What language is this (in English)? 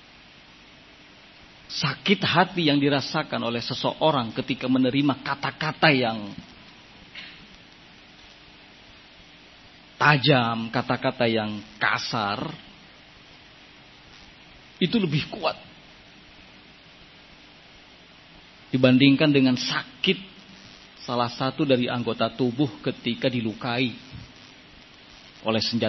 Indonesian